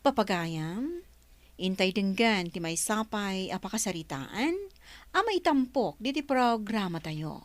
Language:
Iloko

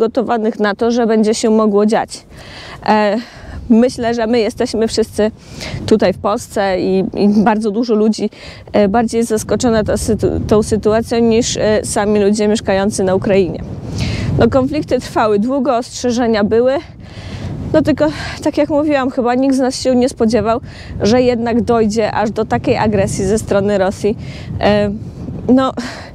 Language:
Polish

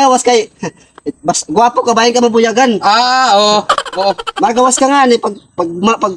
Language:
Waray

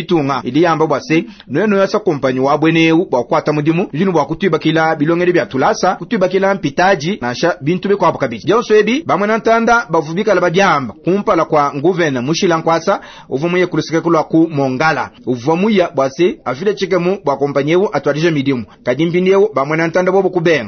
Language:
Luba-Lulua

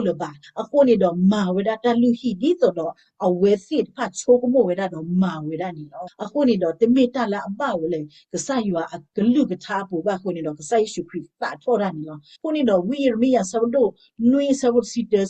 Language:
S'gaw Karen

